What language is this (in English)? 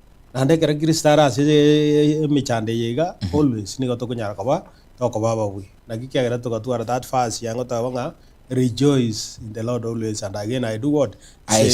Gusii